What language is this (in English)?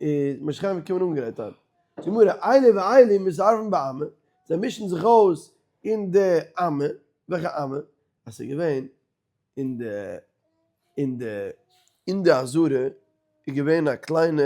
Yiddish